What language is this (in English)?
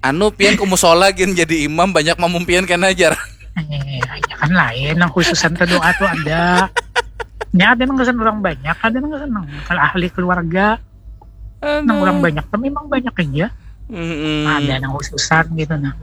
Banjar